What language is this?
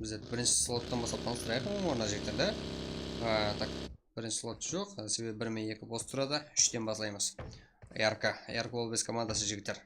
Kara-Kalpak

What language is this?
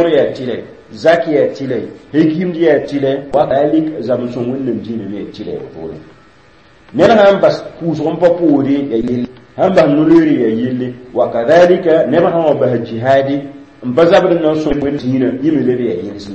Mossi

